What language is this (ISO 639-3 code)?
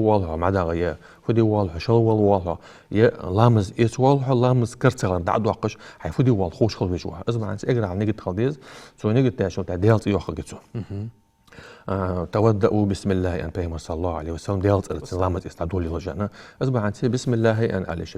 inh